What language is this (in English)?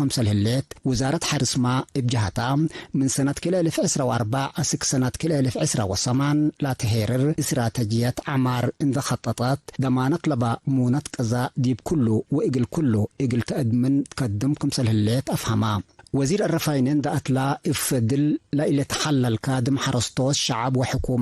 Tigre